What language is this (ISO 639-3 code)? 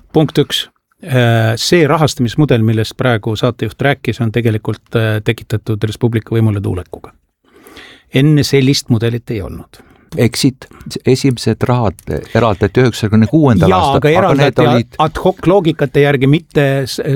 est